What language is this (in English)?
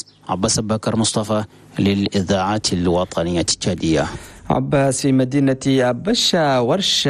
Arabic